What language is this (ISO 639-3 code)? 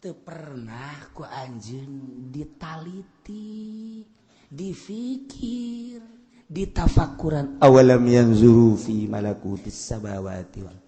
sun